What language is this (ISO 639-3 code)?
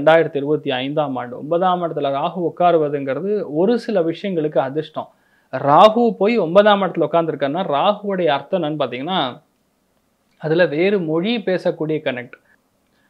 tam